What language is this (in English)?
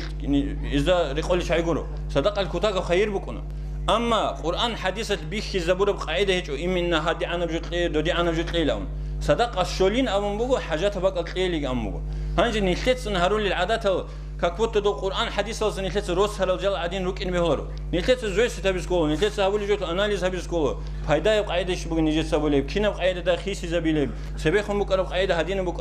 Avaric